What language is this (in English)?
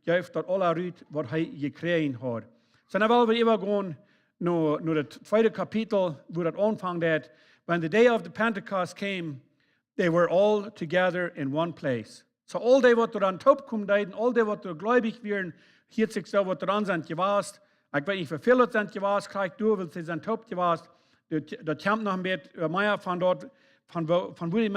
Plautdietsch